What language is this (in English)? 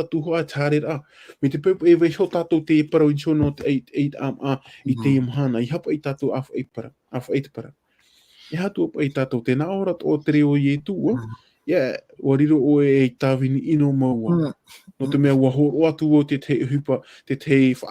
Tahitian